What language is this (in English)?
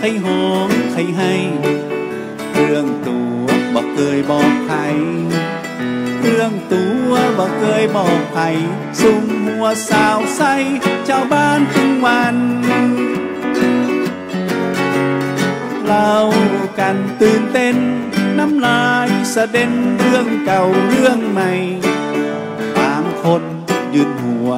Thai